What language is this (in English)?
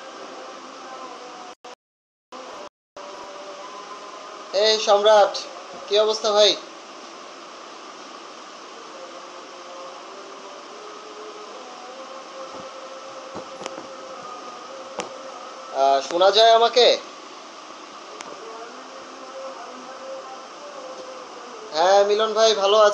Bangla